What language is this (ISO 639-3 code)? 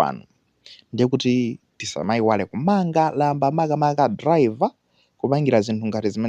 nya